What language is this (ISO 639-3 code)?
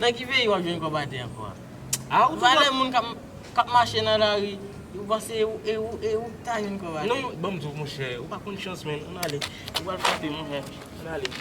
hat